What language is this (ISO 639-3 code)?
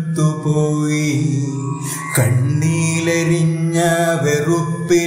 mal